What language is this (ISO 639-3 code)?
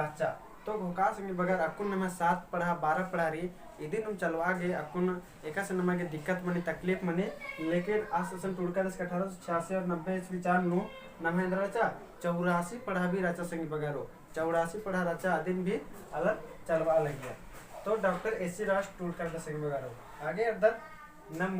kru